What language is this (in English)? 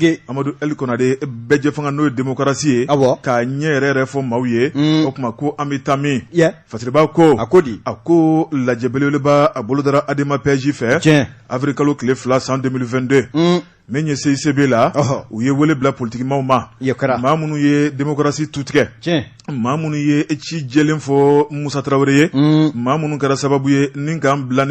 Bambara